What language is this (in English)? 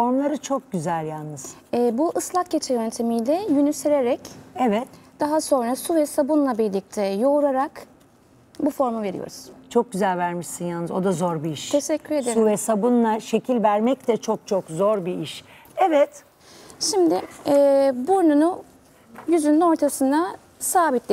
Turkish